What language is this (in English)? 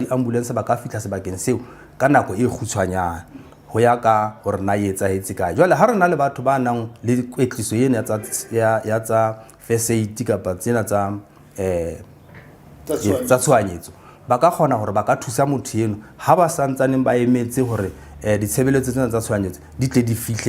Southern Sotho